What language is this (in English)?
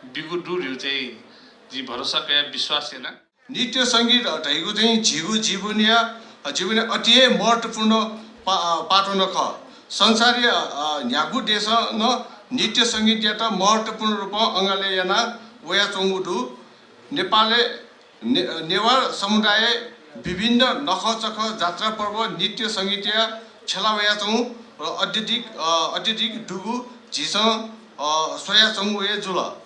Newari